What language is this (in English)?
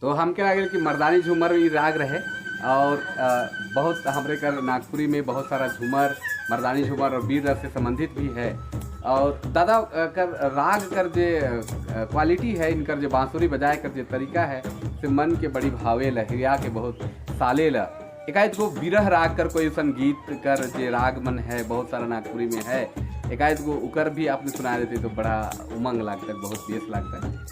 Sadri